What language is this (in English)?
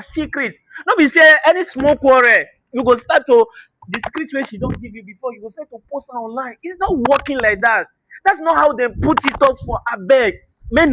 Nigerian Pidgin